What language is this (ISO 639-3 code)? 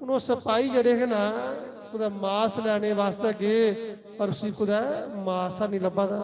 doi